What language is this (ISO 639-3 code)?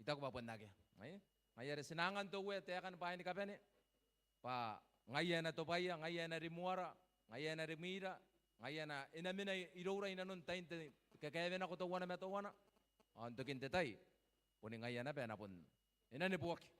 gil